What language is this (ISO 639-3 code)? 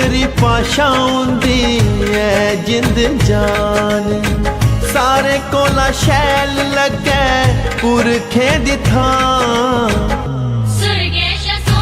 doi